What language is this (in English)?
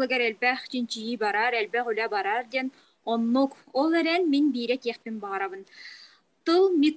Yakut